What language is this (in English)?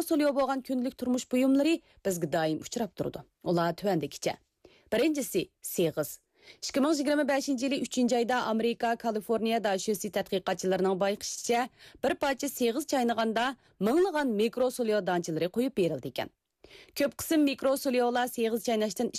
Uyghur